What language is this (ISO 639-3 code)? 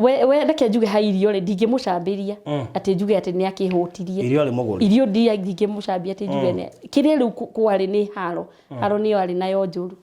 kik